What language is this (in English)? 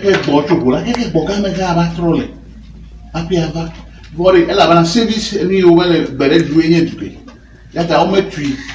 Ewe